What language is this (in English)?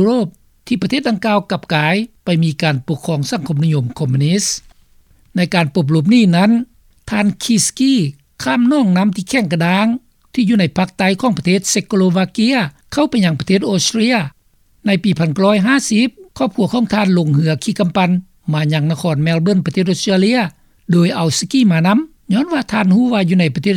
Lao